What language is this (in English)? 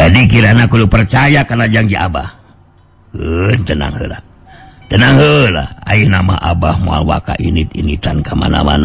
Sundanese